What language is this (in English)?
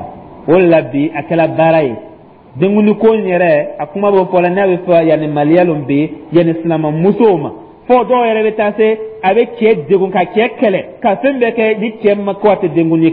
Dyula